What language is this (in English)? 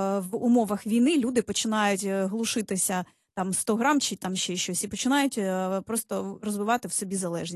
Ukrainian